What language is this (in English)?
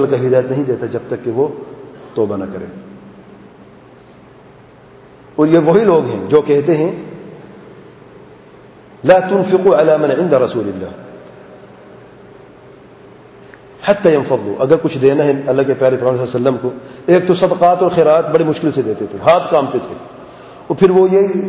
Urdu